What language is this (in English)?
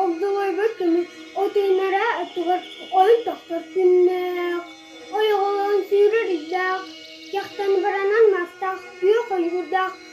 Yakut